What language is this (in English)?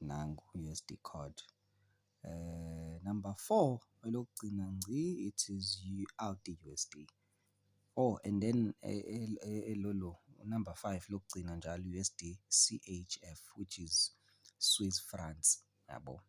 Zulu